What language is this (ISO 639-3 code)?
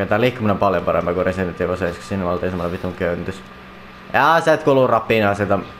fin